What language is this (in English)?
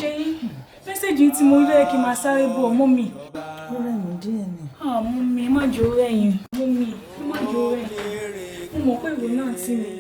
Yoruba